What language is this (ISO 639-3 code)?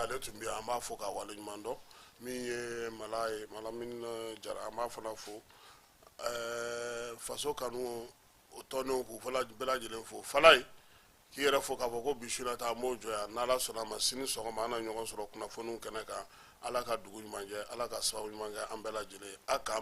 bam